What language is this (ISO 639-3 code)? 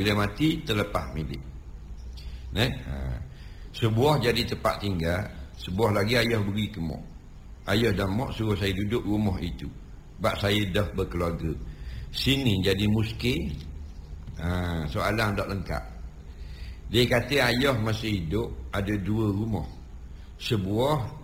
msa